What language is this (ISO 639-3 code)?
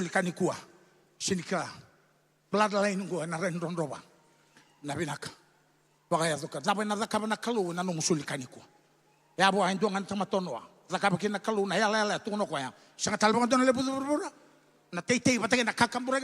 fij